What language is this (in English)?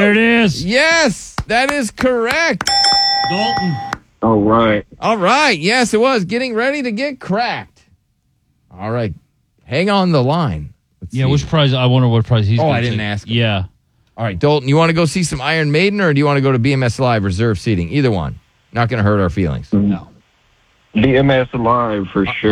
English